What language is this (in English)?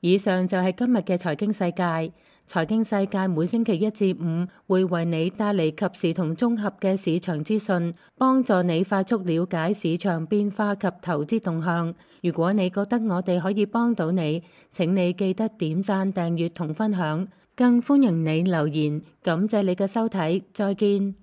Cantonese